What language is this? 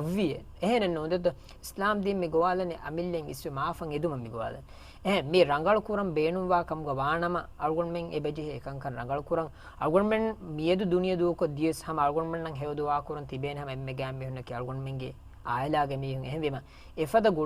Divehi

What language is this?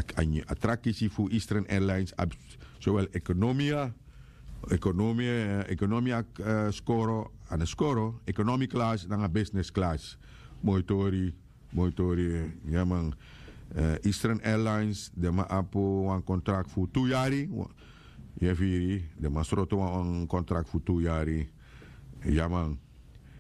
Sranan Tongo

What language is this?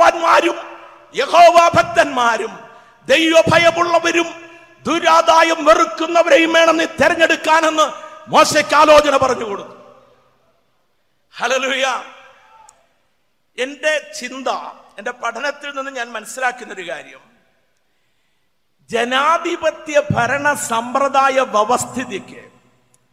Malayalam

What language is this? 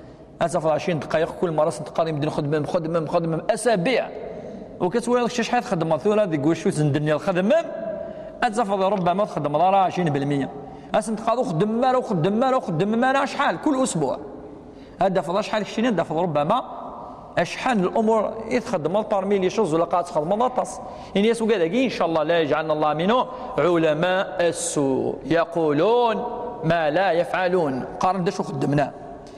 Kabyle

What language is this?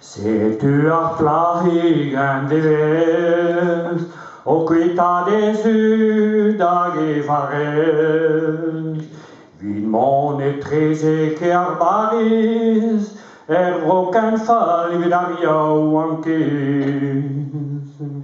Breton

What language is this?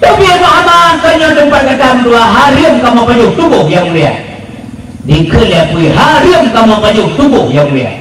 Achinese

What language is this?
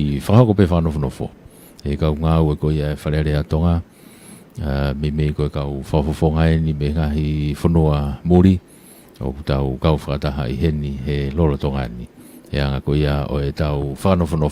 Tongan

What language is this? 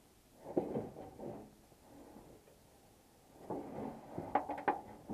Russian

